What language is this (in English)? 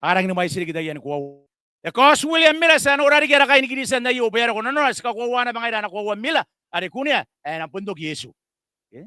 Gilbertese